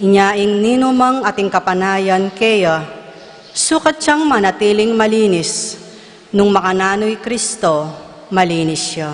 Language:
Pampanga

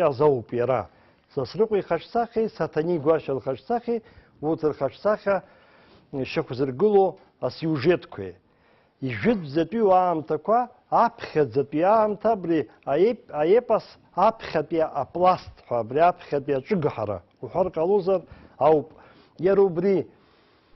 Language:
Abkhazian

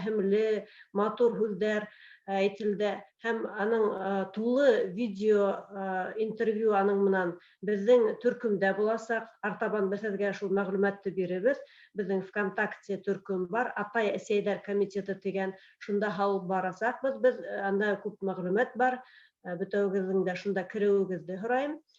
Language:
Bashkir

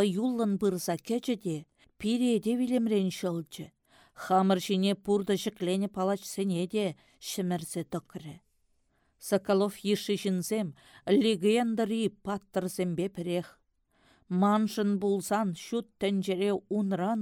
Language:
Chuvash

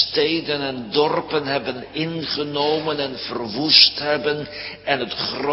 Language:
Dutch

